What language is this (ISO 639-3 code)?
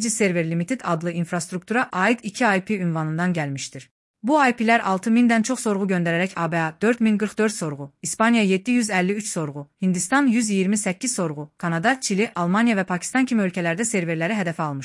aze